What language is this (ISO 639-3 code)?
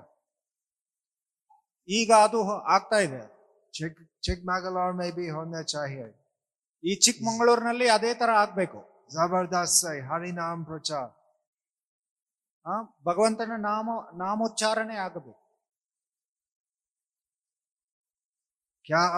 kan